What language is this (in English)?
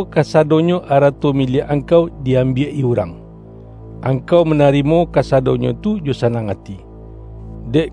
Minangkabau